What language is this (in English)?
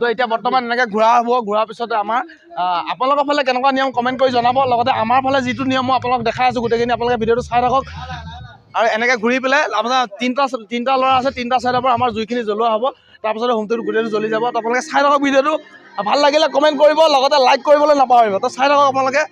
Assamese